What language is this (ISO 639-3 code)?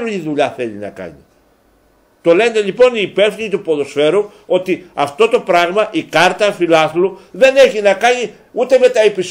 ell